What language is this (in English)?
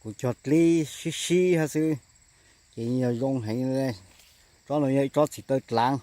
Hmong